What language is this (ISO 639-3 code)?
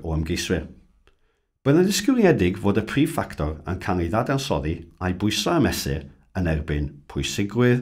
cym